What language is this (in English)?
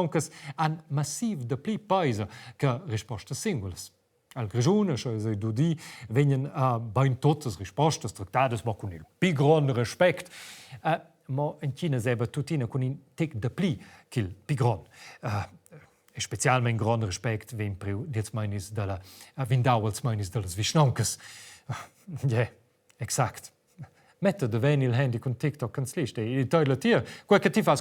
Romansh